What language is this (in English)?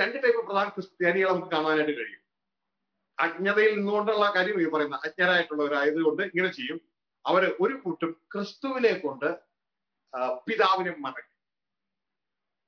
Malayalam